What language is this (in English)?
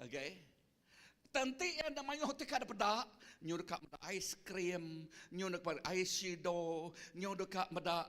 Iban